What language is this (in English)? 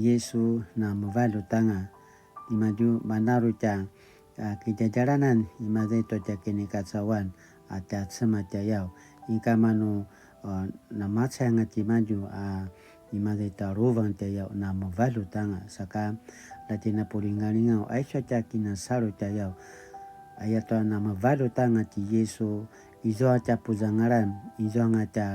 Paiwan